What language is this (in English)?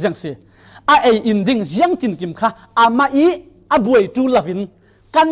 Falam Chin